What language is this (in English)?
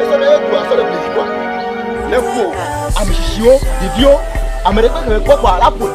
Ewe